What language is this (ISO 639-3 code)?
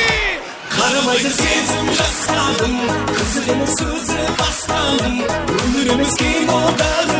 kaa